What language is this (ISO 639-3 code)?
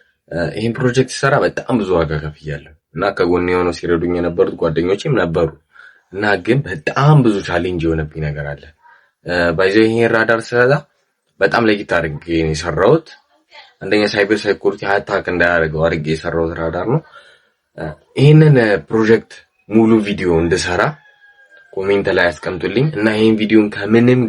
amh